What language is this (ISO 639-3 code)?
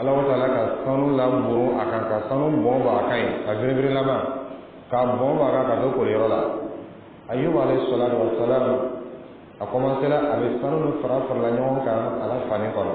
dyu